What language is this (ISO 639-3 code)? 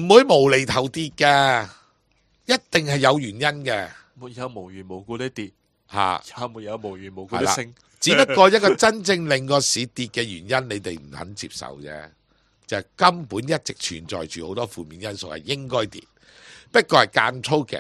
yue